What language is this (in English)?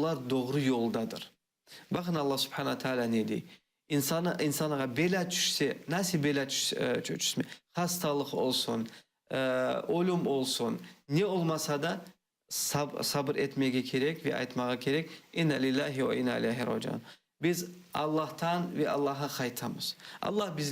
Crimean Tatar